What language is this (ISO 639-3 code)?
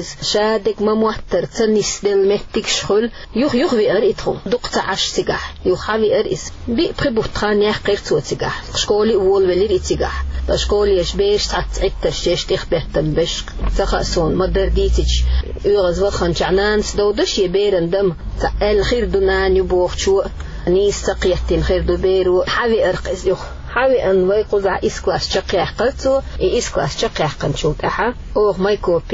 che